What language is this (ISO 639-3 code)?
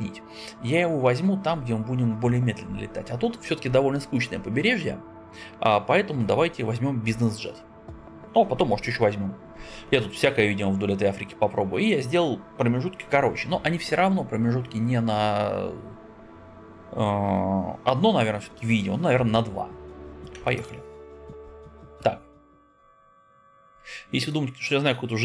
rus